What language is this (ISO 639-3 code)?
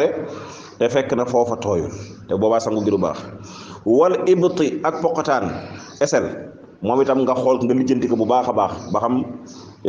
wol